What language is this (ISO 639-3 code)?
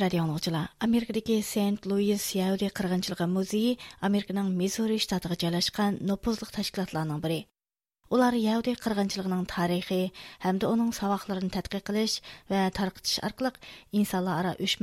uig